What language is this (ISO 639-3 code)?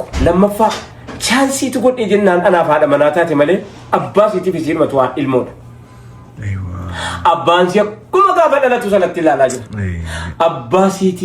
orm